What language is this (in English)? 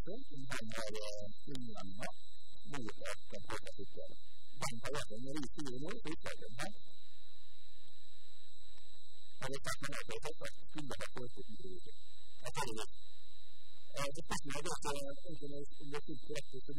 Norwegian